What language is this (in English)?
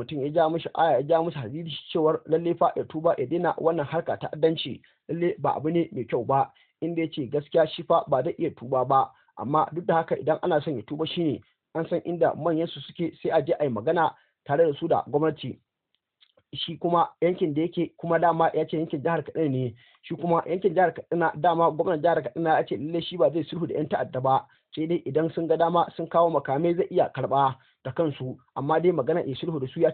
Hausa